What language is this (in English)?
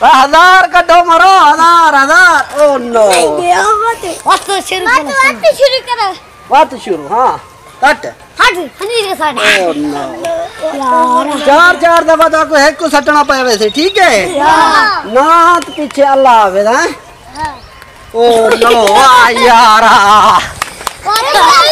Saraiki